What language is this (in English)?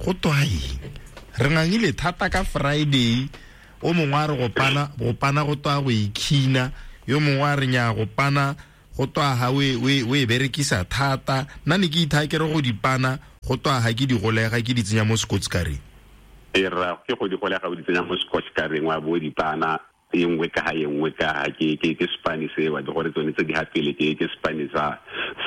Tswana